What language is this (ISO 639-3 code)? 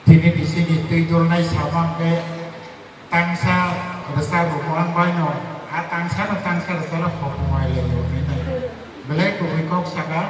trp